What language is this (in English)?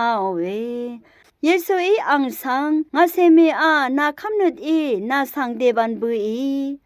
Rawang